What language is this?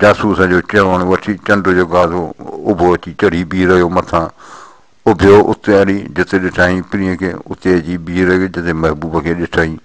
Sindhi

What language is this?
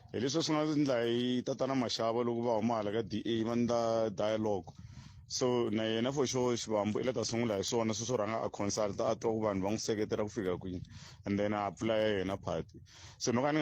Tsonga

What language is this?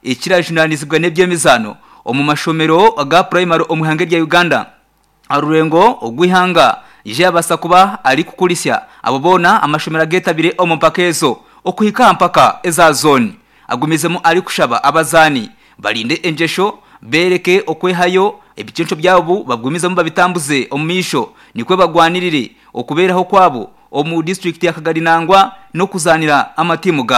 Nyankole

